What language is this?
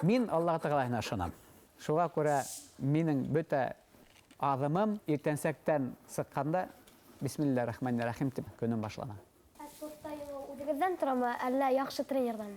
Bashkir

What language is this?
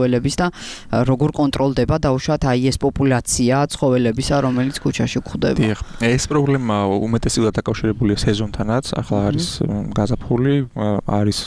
Georgian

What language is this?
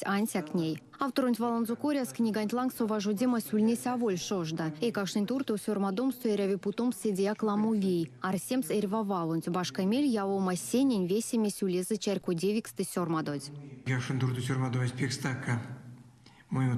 Erzya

